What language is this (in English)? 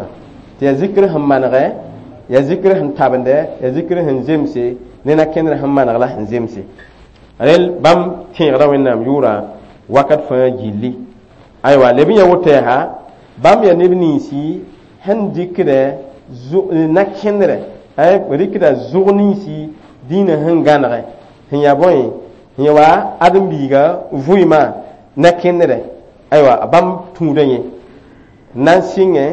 Mossi